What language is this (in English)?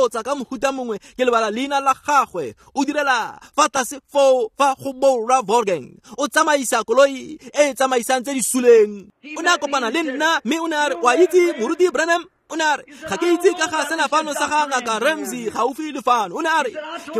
Tswana